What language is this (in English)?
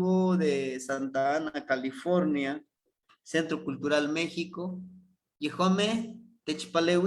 Eastern Huasteca Nahuatl